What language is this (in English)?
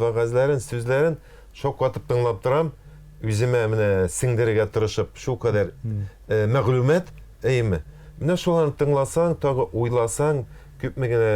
Tatar